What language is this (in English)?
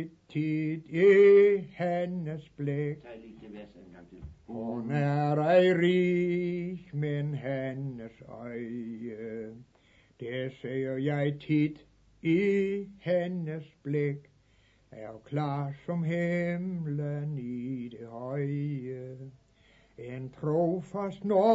Danish